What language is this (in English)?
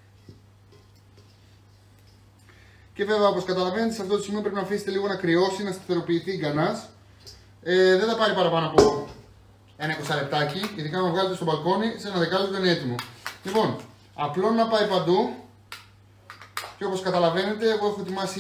Greek